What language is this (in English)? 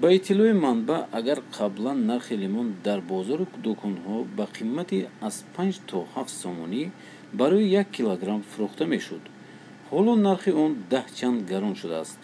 Tajik